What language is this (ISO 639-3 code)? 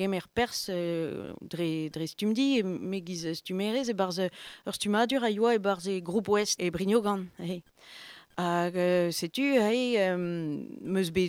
bre